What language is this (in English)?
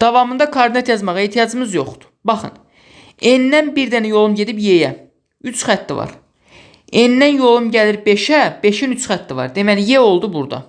Azerbaijani